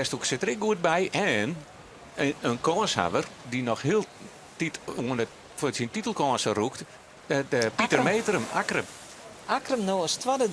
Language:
Western Frisian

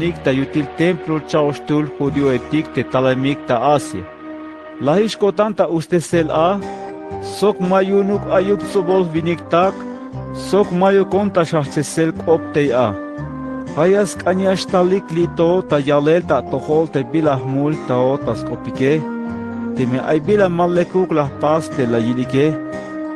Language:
Tzeltal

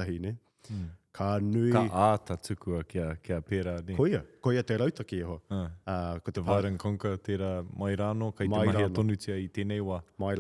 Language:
Māori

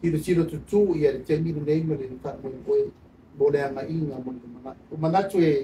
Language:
Samoan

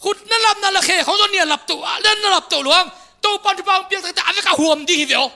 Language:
Tedim Chin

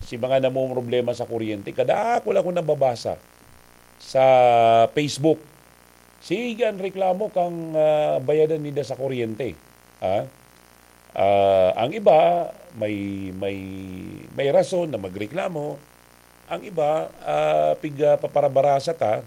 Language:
Bikol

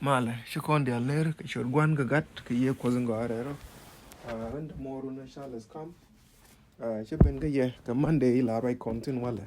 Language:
Nuer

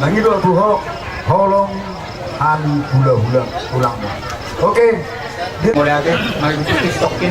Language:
Batak Toba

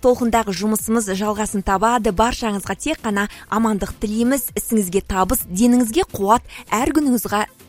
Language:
Kazakh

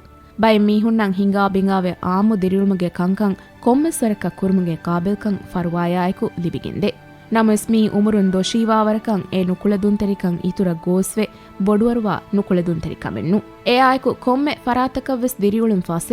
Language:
Divehi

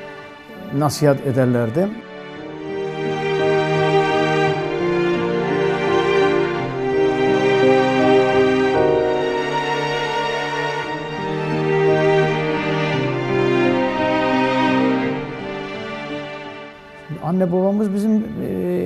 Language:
Turkish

